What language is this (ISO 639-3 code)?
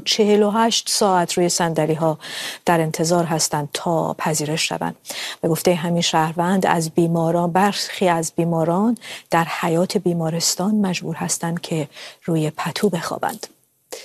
fas